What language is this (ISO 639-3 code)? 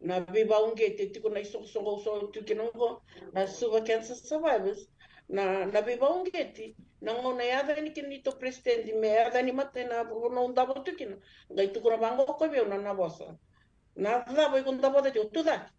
fij